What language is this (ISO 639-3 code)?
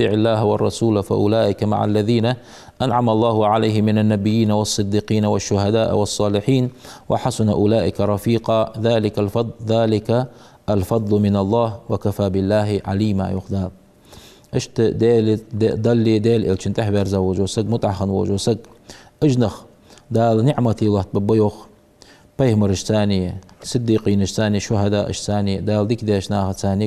inh